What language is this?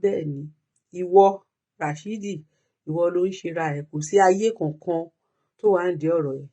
Yoruba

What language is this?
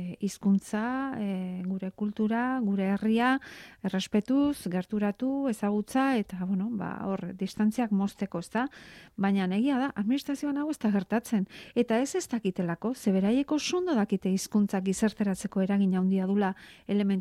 Basque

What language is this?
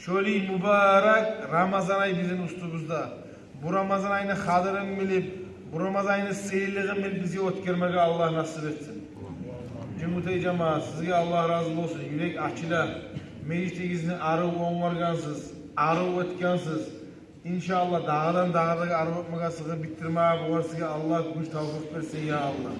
Kumyk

